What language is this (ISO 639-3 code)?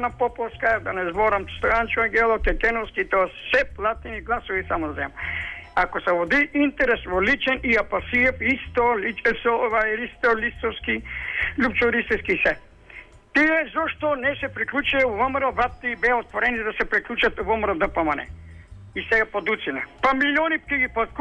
mkd